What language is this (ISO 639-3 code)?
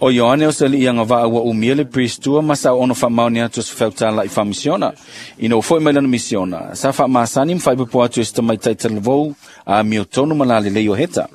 smo